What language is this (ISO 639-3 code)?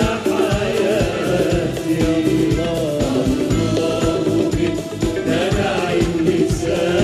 ara